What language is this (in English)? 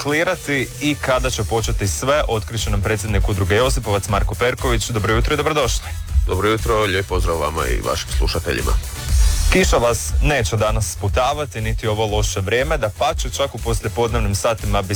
Croatian